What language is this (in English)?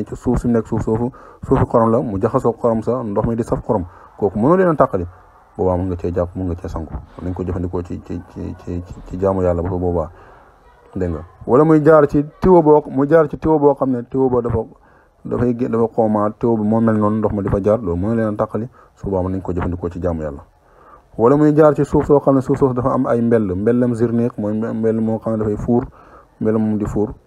Wolof